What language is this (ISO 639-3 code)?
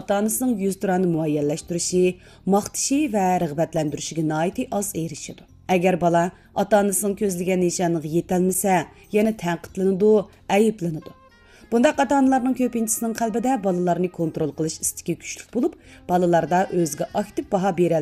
uig